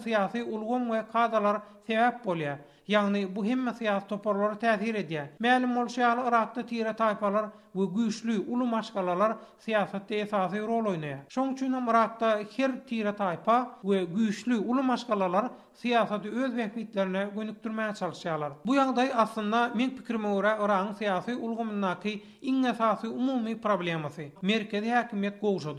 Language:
Turkmen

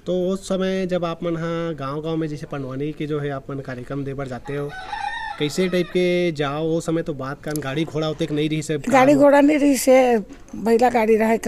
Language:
Chhattisgarhi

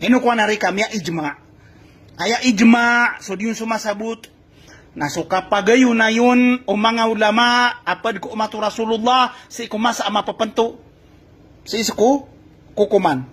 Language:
Maranao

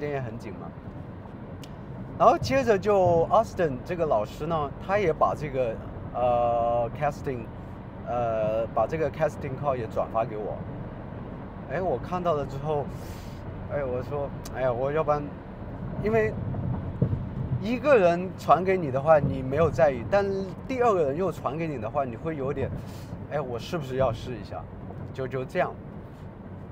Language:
Chinese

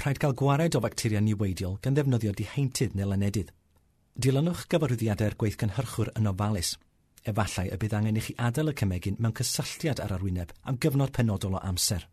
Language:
Welsh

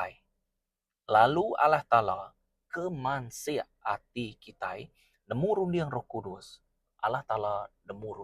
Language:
Iban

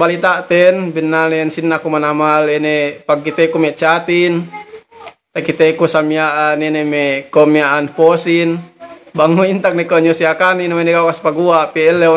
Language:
Yakan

